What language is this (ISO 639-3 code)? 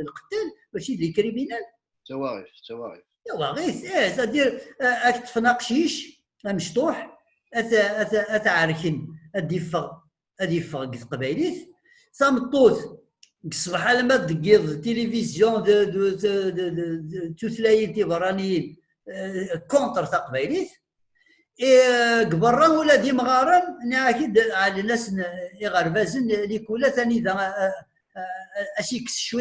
kab